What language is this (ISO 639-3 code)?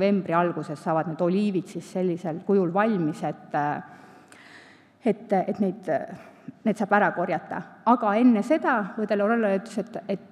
est